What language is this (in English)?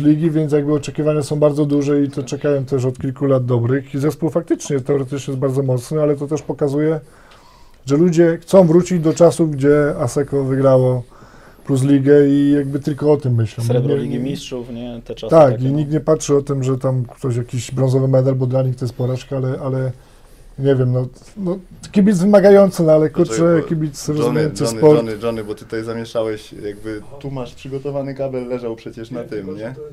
Polish